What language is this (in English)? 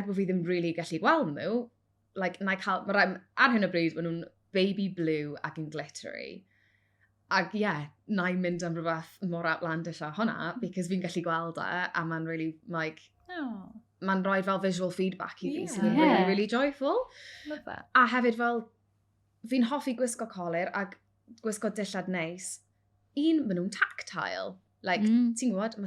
Welsh